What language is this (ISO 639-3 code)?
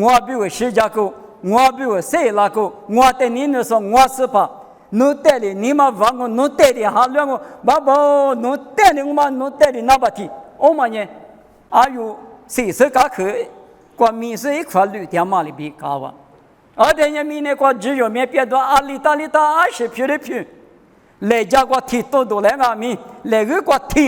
lis